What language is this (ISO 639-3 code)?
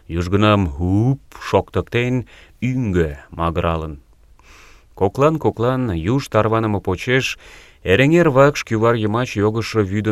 chm